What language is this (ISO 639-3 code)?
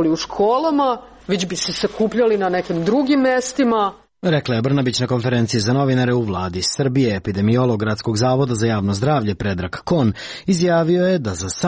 srp